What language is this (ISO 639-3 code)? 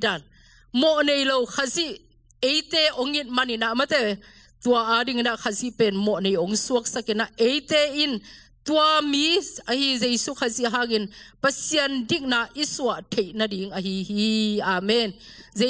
ctd